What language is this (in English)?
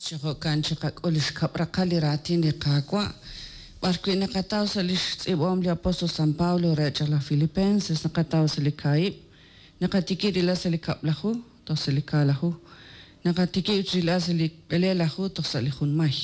Kekchí